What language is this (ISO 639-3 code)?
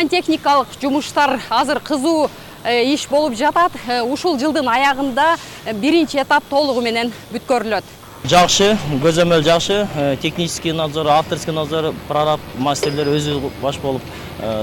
kir